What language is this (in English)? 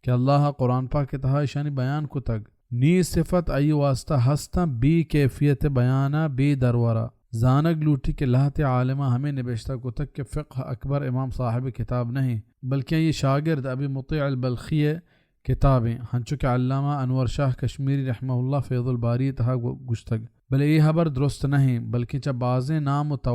Baluchi